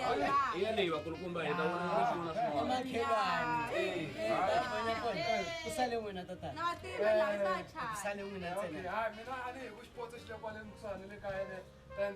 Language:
Tsonga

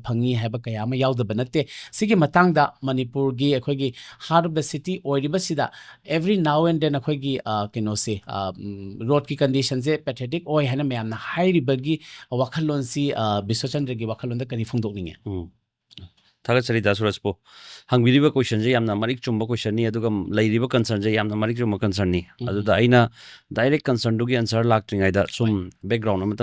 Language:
Manipuri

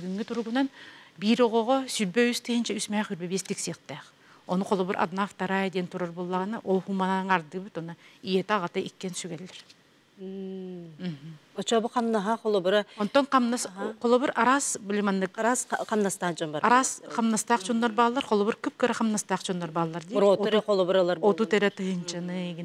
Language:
Yakut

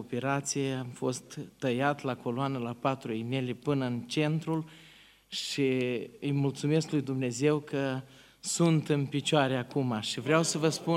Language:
Romanian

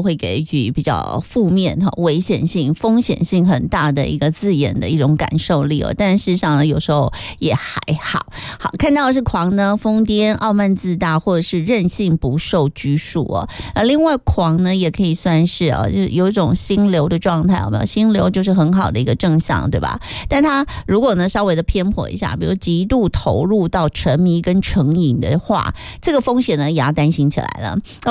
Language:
Chinese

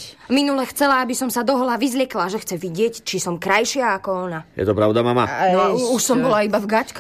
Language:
Slovak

